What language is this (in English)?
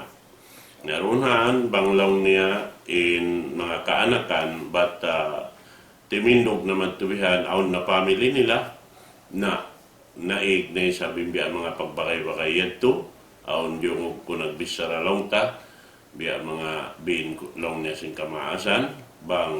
Tausug